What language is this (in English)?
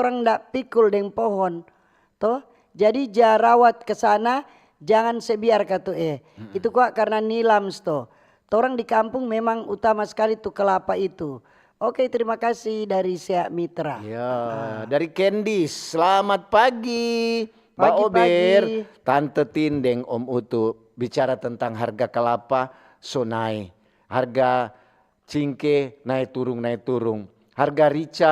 Manado Malay